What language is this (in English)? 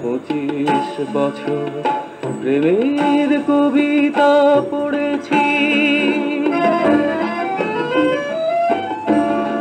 Bangla